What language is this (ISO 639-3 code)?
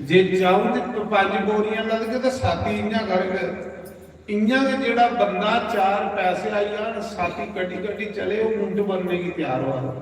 doi